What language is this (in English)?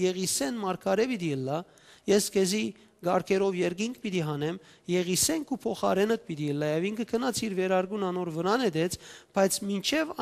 Western Armenian